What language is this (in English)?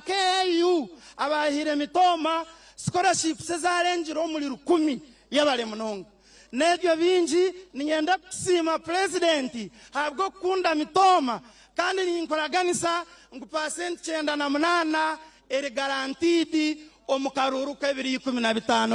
Nyankole